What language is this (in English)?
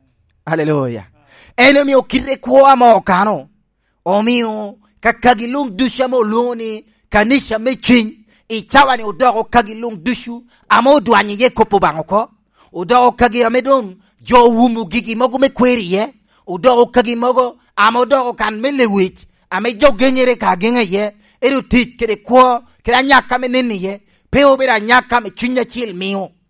Lango (Uganda)